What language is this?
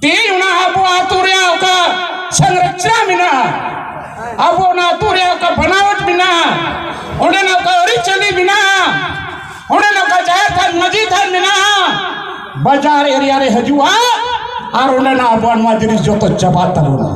Santali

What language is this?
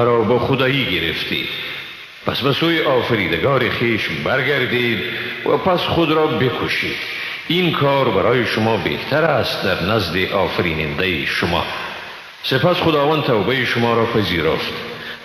Tajik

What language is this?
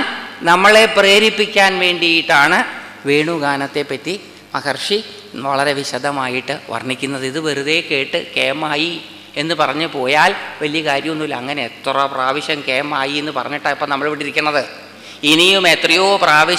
Malayalam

